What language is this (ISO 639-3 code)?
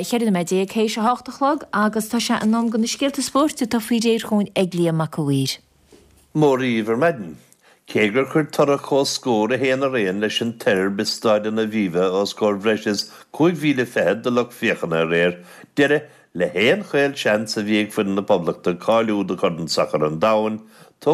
gle